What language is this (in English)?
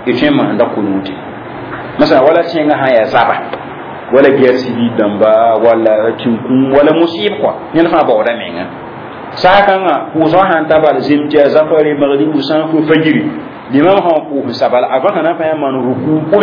Mossi